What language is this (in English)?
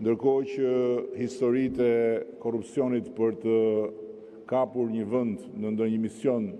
Albanian